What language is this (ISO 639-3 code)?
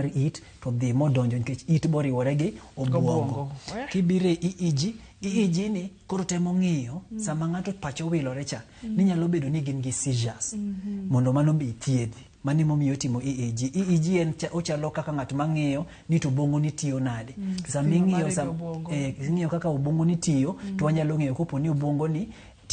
luo